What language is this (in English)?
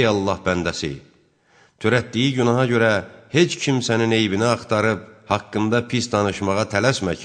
Azerbaijani